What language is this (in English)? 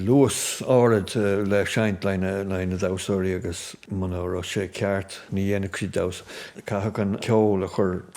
Irish